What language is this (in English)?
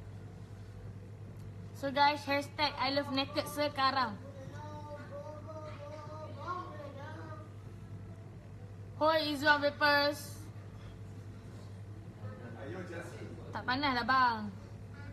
Malay